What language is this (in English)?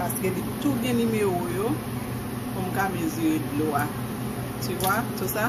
Haitian Creole